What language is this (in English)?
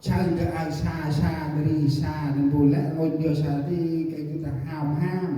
Central Mnong